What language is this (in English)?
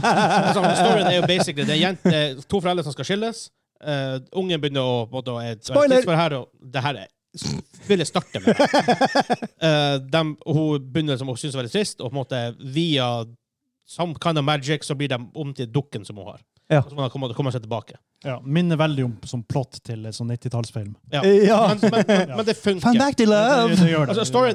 Norwegian